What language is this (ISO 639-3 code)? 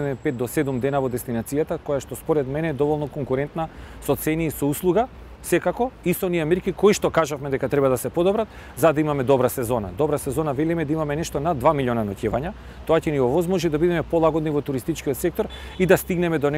mkd